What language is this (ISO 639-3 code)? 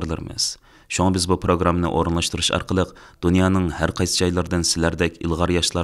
uig